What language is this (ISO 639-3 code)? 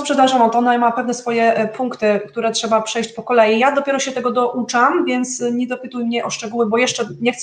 pol